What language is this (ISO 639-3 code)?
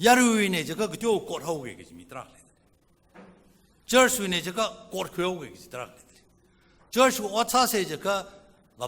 nmf